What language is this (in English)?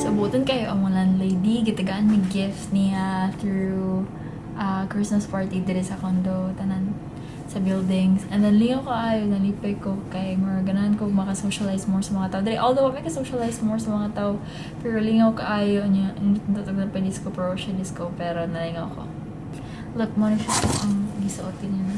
Cebuano